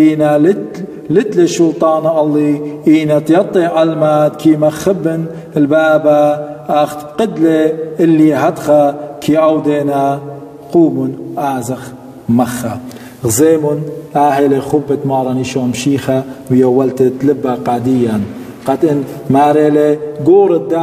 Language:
Assyrian Neo-Aramaic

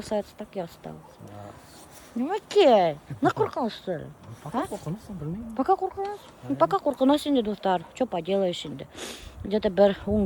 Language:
Bashkir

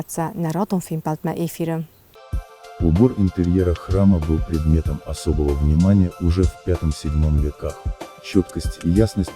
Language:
Ossetic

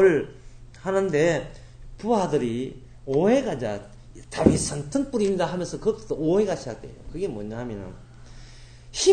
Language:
Korean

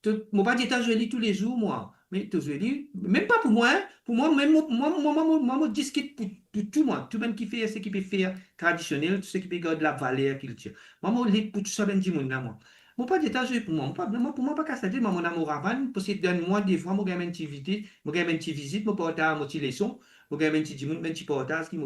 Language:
Morisyen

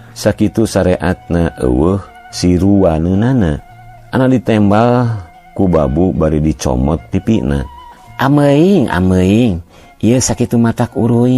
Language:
Sundanese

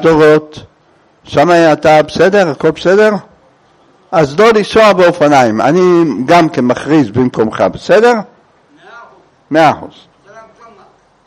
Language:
Hebrew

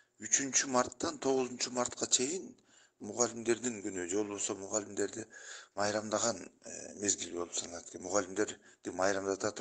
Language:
Kyrgyz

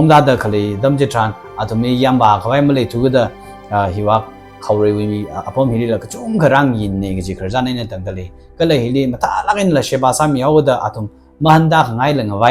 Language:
Tangkhul Naga (India)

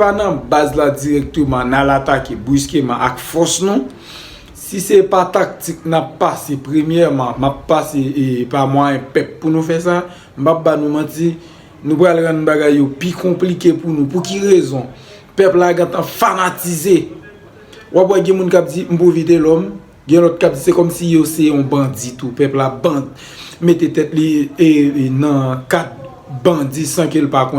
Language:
Haitian Creole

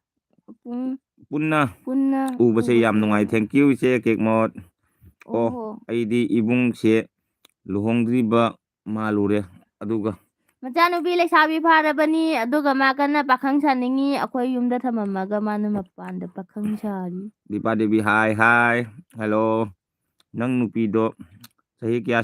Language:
Manipuri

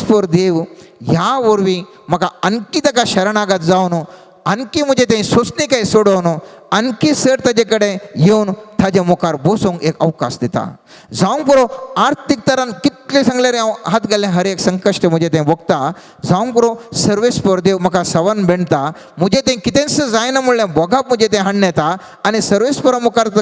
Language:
Konkani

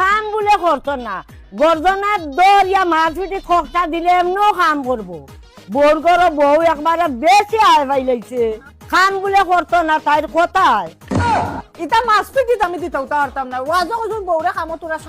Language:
Sylheti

